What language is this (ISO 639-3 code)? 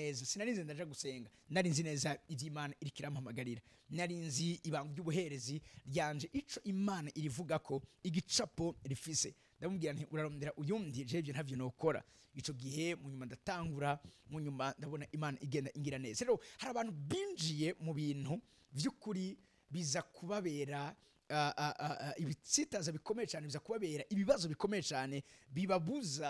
run